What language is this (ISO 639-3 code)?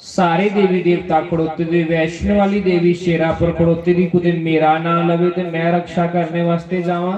doi